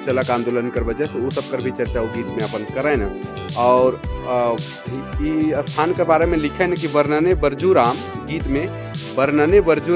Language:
Sadri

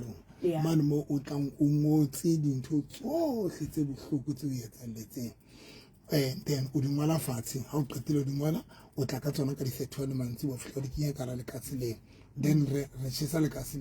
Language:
Southern Sotho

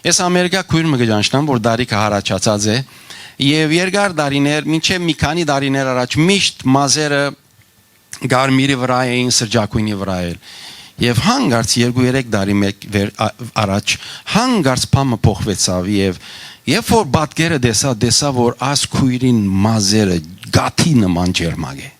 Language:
Western Armenian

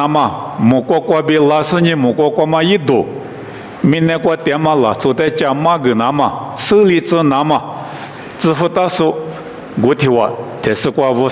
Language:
Lisu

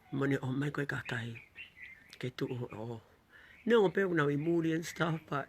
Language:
Tongan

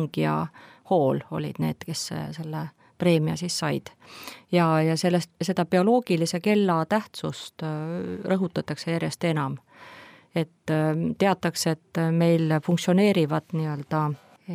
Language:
Estonian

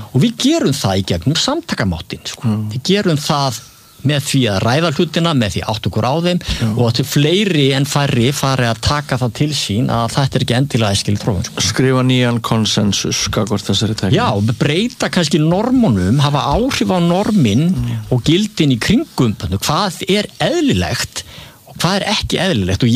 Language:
Icelandic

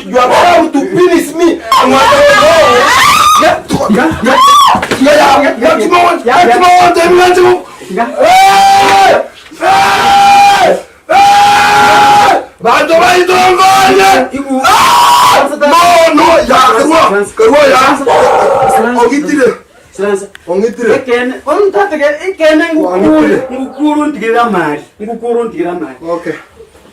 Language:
Gusii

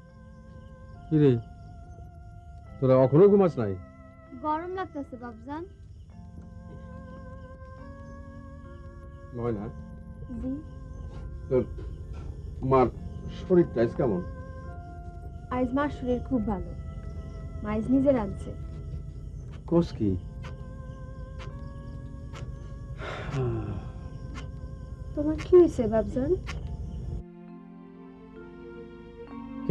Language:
Bangla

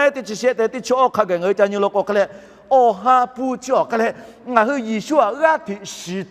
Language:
Lahu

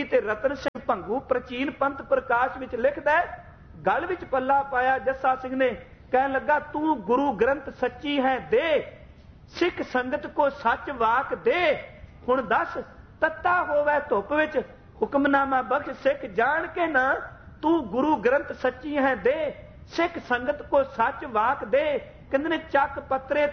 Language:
Punjabi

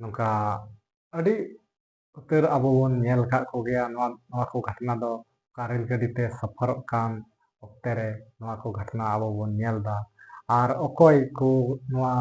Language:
Santali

